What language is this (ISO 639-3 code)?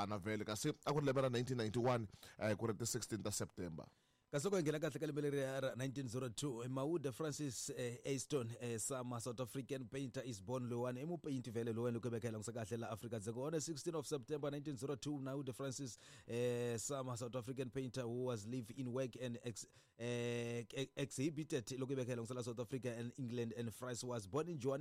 tso